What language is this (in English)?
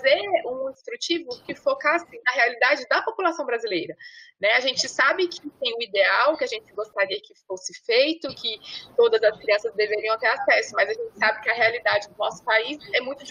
Portuguese